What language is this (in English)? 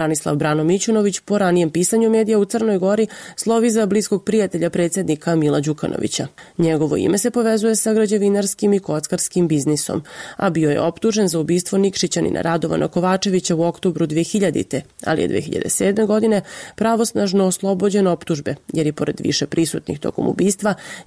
Serbian